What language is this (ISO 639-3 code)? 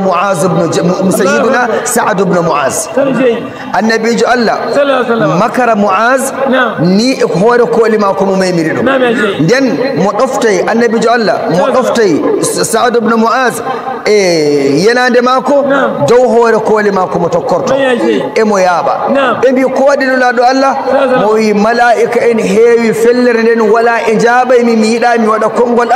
fuv